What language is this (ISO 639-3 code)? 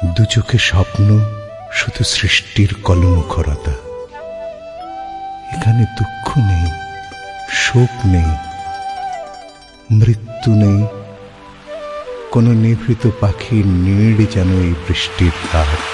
ben